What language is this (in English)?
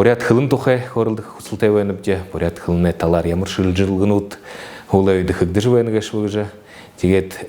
Buriat